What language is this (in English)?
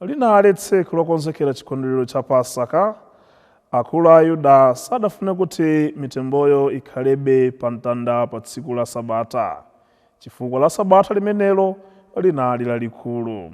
Nyanja